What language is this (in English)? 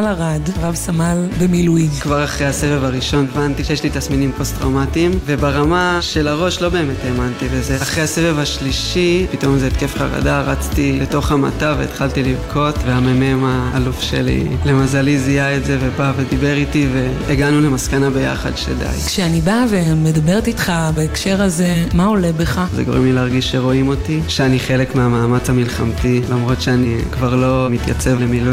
Hebrew